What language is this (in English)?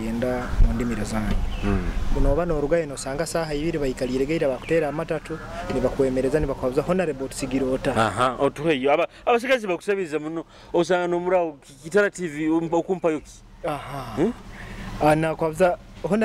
Nyoro